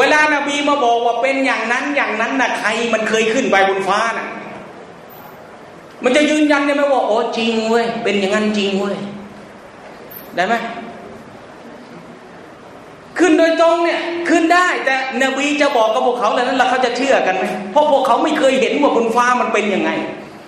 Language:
Thai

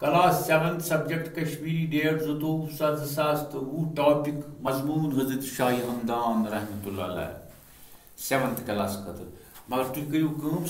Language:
Kashmiri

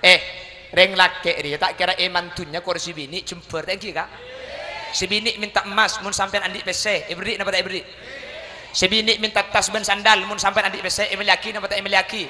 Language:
Madurese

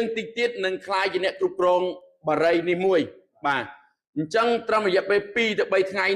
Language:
Khmer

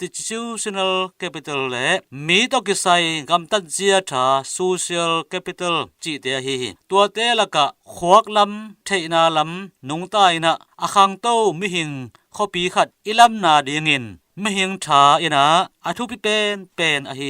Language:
Tedim Chin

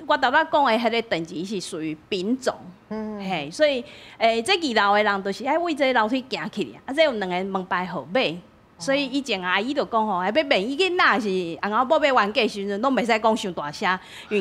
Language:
Min Nan Chinese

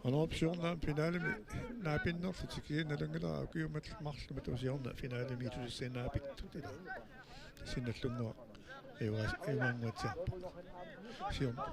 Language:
Kalaallisut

